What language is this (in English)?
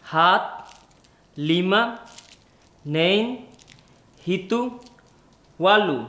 Tetum